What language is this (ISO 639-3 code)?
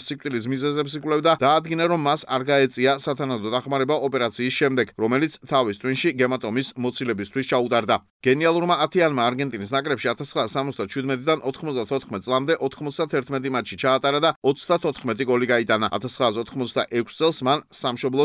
kat